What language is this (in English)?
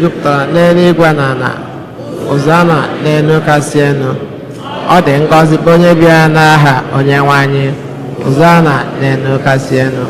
Igbo